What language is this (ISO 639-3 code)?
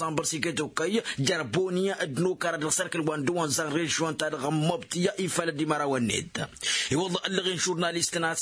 taq